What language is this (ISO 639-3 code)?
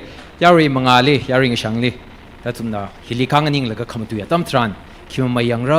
nmf